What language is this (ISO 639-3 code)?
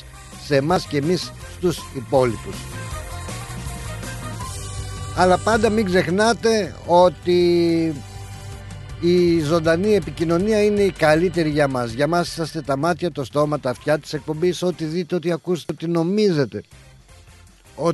ell